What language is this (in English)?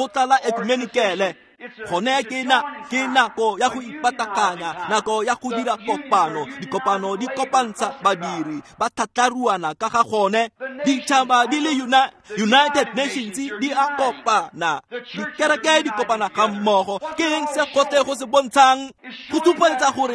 Tswana